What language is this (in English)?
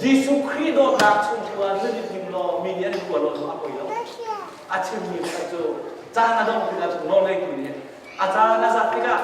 Hakha Chin